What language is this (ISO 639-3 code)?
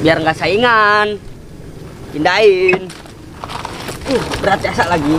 bew